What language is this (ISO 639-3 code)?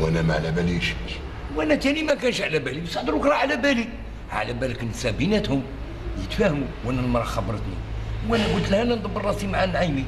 arq